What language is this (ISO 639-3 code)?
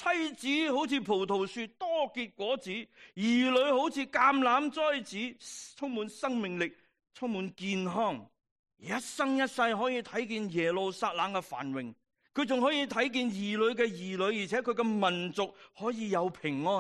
yue